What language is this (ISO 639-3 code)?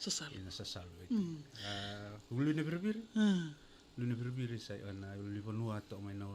fij